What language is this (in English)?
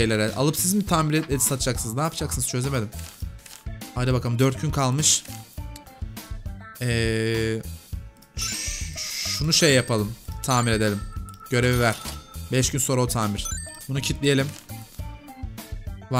Turkish